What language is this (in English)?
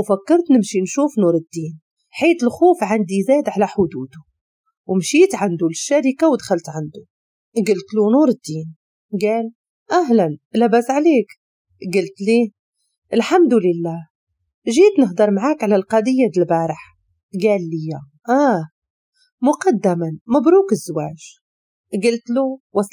Moroccan Arabic